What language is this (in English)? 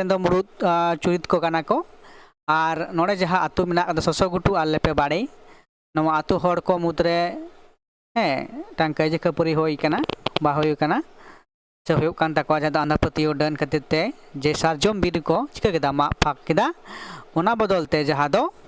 Santali